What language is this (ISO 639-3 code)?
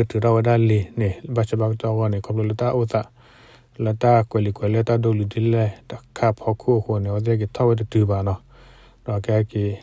ksw